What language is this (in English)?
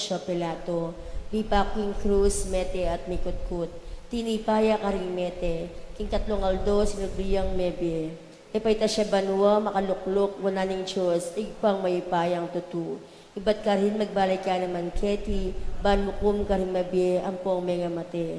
Pampanga